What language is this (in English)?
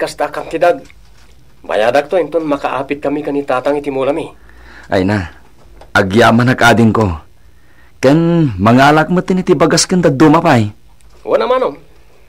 Iloko